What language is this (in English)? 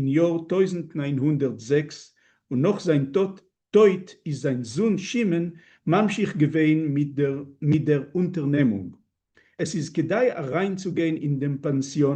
Yiddish